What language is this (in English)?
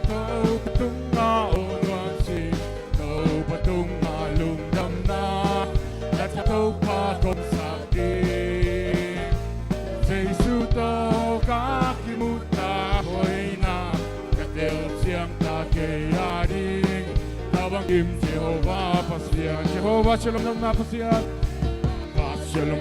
Tedim Chin